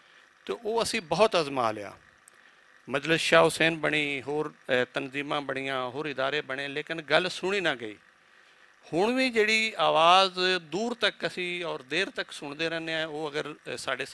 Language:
Western Panjabi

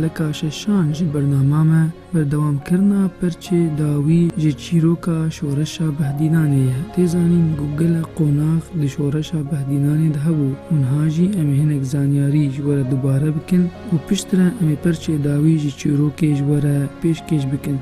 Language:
Kurdish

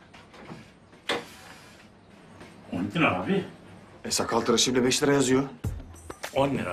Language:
Turkish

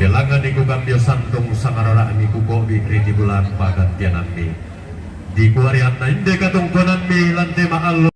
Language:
Toraja-Sa'dan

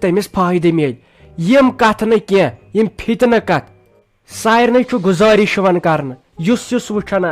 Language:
Kashmiri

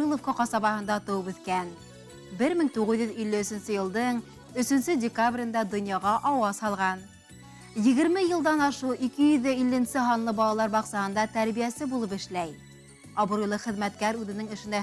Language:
Bashkir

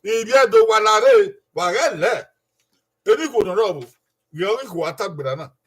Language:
Bini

